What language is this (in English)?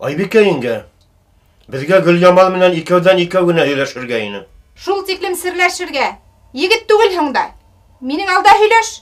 Bashkir